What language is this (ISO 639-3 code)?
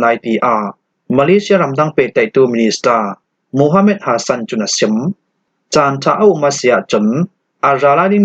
cfm